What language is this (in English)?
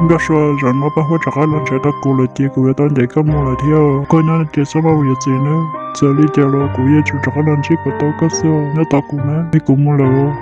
Hmong